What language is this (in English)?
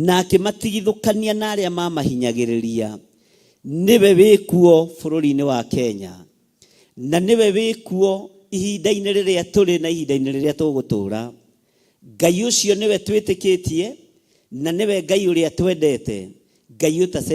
Kikuyu